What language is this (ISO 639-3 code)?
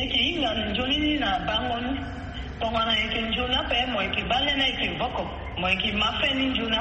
sag